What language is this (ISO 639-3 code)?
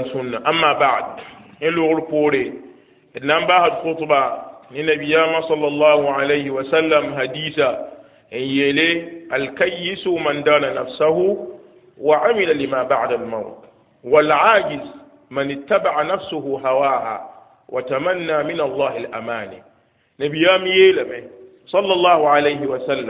mos